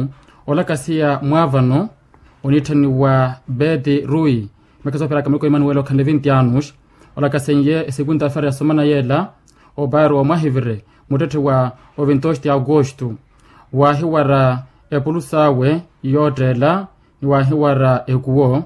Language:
Makhuwa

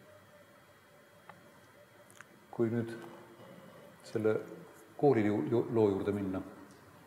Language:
Estonian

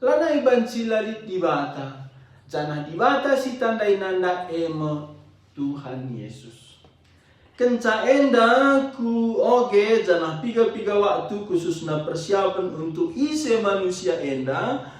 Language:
Batak Karo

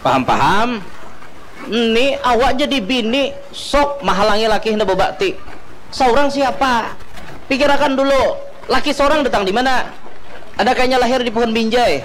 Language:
Banjar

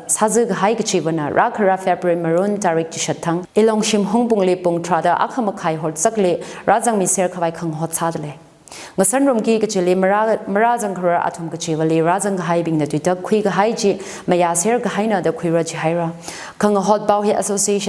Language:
Tangkhul Naga (India)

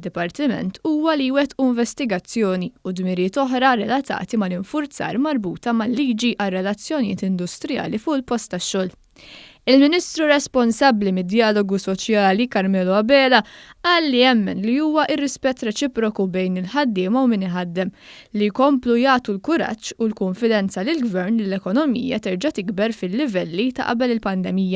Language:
Maltese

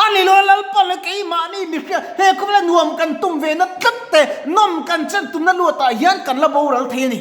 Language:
Mizo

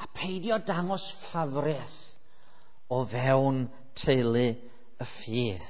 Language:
Welsh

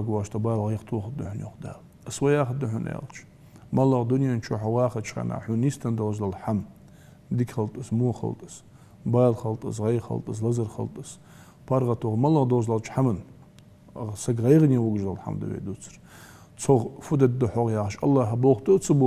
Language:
Ingush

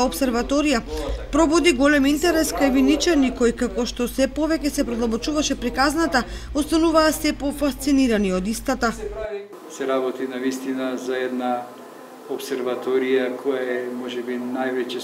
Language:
Macedonian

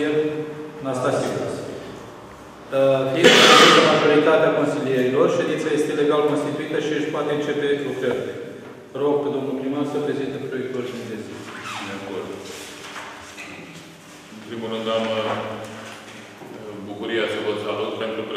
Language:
Romanian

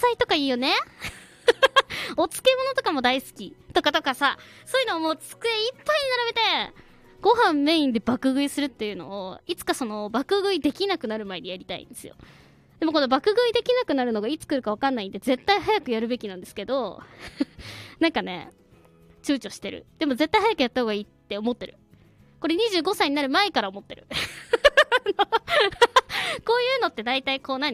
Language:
Japanese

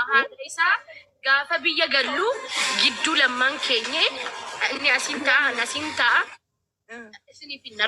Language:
Oromo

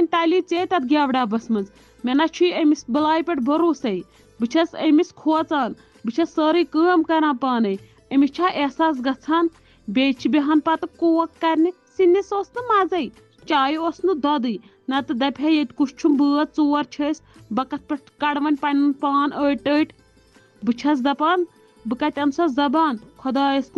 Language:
Kashmiri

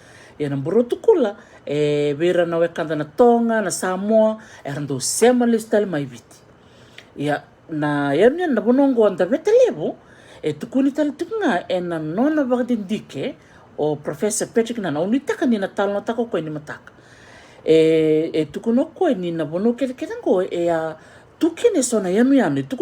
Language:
Fijian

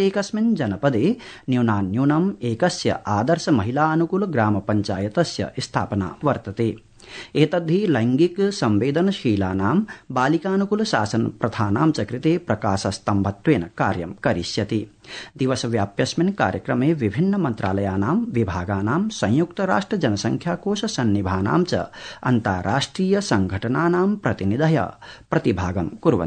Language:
Sanskrit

